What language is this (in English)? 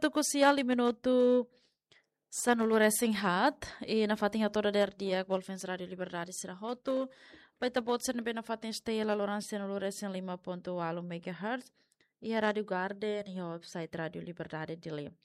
Tetum